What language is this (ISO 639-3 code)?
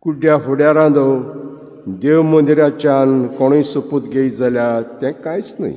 kok